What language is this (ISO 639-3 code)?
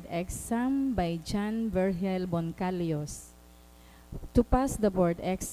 bik